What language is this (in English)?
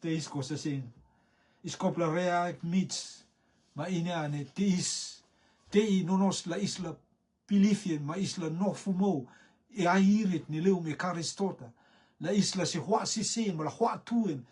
Rotuman